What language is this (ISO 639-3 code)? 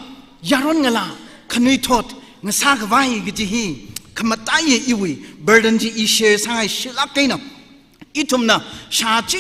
nmf